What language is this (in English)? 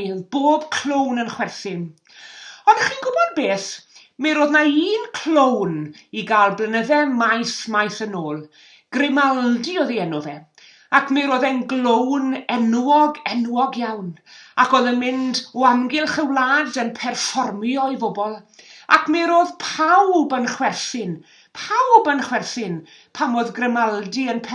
Welsh